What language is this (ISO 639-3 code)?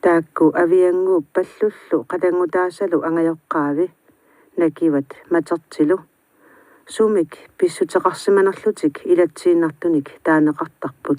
kal